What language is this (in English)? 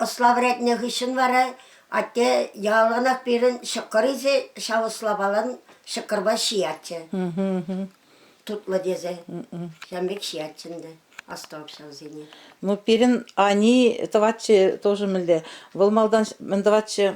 Chuvash